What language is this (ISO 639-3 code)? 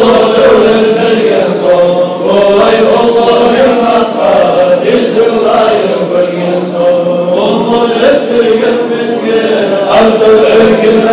kum